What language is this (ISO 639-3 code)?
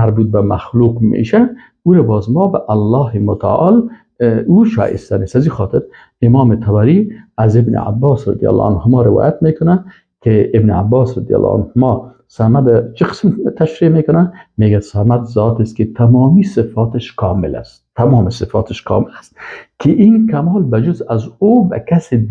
fas